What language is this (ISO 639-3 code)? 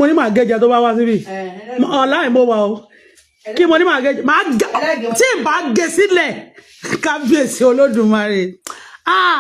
yor